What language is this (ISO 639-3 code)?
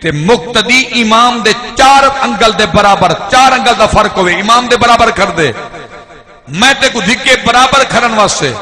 skr